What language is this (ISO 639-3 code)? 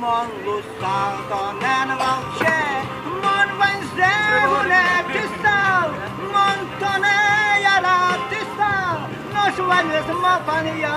udm